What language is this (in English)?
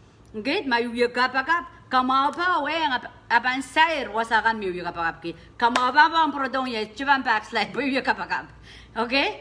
Pohnpeian